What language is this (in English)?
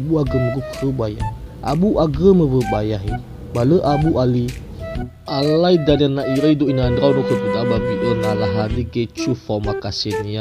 Nias